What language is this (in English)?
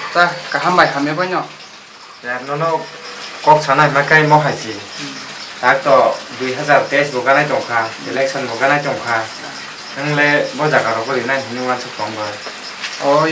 Kok Borok